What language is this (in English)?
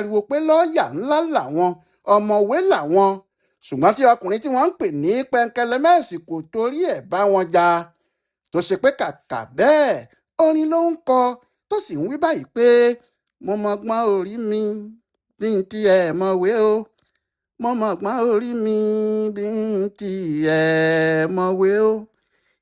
Yoruba